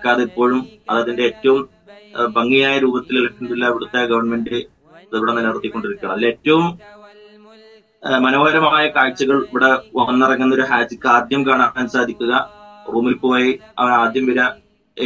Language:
Malayalam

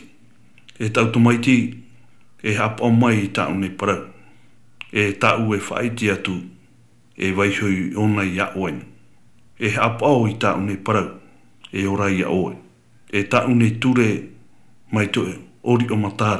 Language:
Tahitian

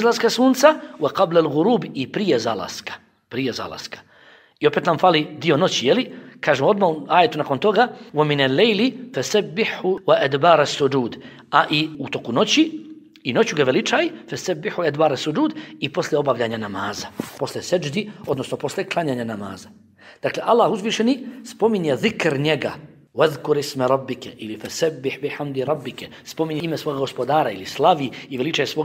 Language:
Bosnian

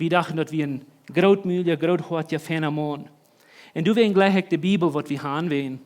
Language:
Plautdietsch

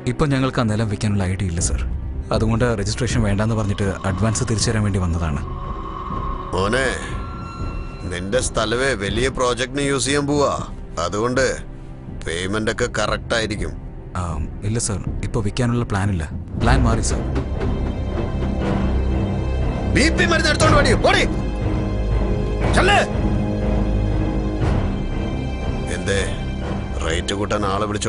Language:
Malayalam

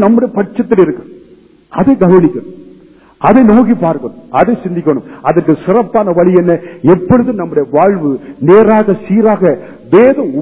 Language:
Tamil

